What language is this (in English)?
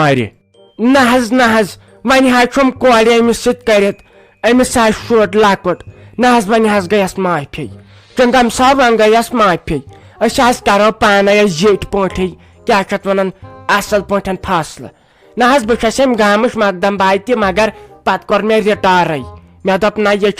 Kashmiri